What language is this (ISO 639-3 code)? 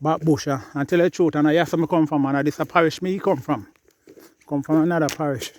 jam